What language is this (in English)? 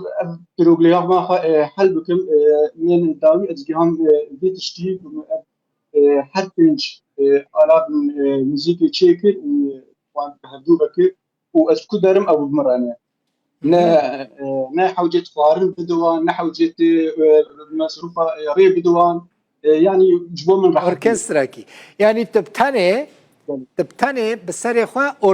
Kurdish